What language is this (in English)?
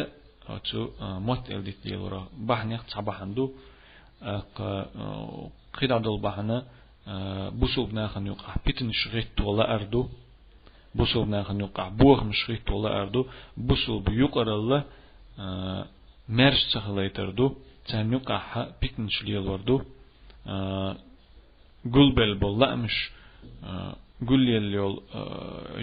Chechen